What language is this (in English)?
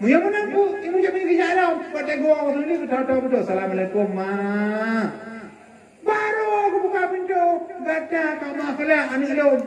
Achinese